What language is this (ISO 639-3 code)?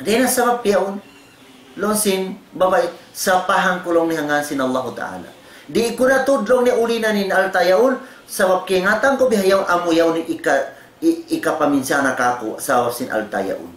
tsg